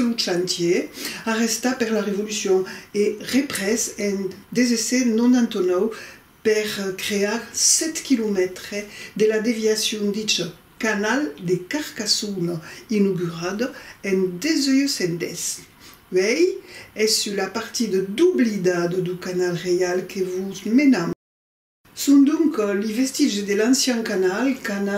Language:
Occitan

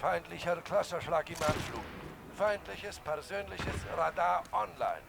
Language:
Bavarian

